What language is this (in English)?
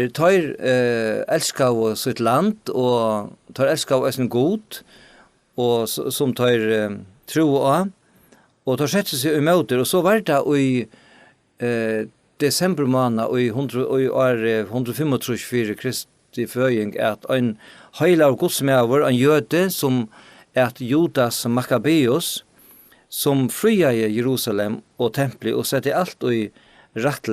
Faroese